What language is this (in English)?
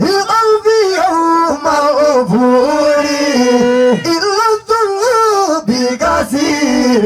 Fula